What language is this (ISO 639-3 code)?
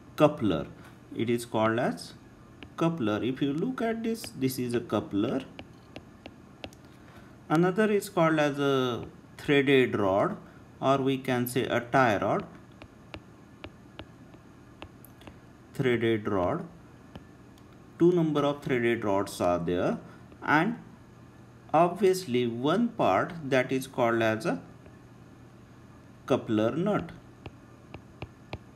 eng